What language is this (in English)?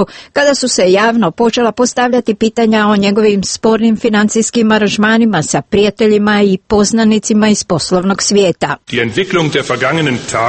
Serbian